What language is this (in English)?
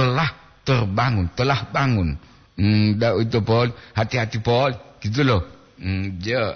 Gorontalo